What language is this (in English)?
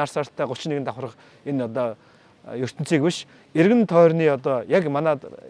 Mongolian